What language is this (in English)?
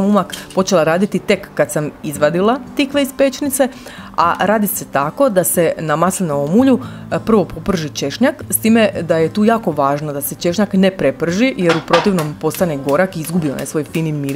Croatian